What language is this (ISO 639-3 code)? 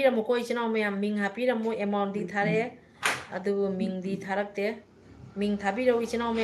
mni